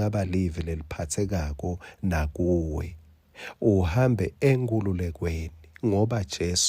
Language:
Swati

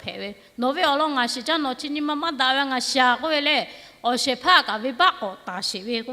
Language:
Lahu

